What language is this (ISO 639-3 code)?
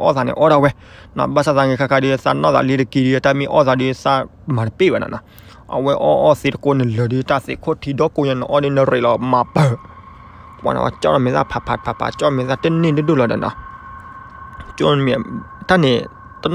ksw